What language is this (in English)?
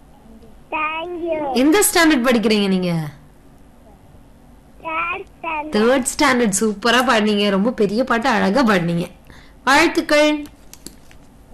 Tamil